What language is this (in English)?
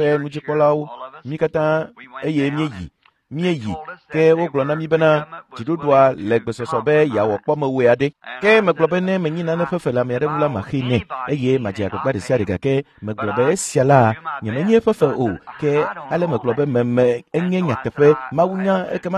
Ewe